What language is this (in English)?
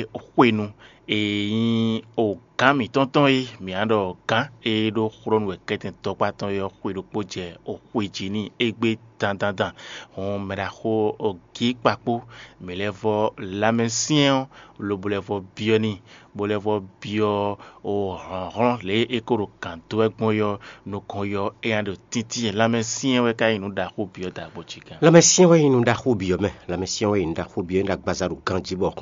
Fon